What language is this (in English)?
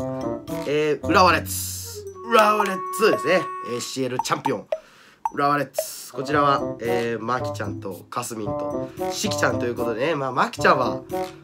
Japanese